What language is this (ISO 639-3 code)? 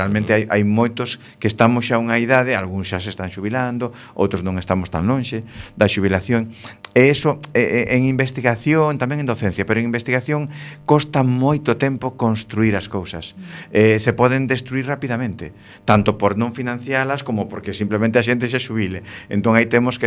glg